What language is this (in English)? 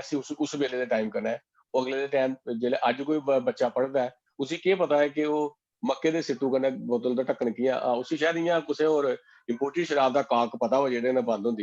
Dogri